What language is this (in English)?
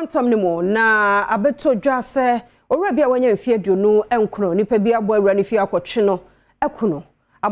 Akan